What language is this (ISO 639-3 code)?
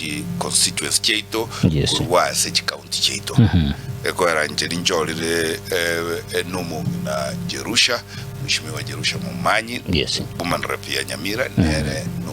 guz